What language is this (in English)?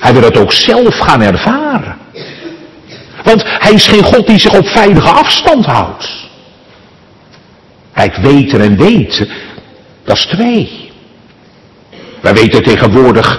Dutch